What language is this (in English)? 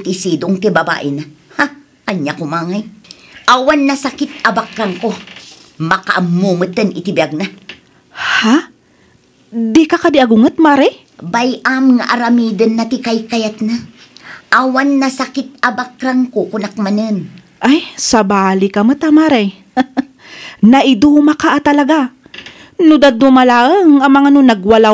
Iloko